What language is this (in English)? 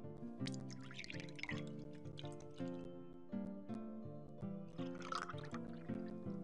Swedish